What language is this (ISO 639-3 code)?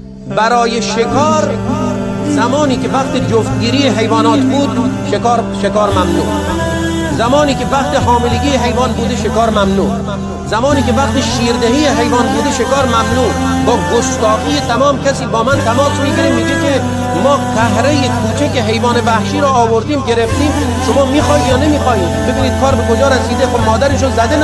tgk